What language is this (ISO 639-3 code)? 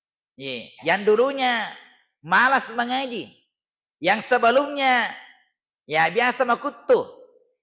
bug